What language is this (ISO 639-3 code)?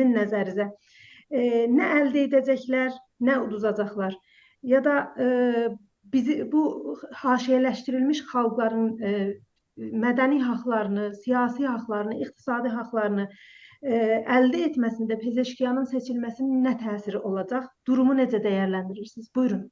azb